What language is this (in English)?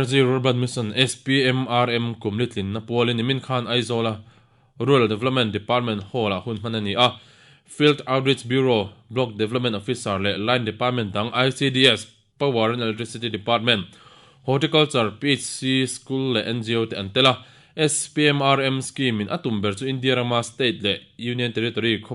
Mizo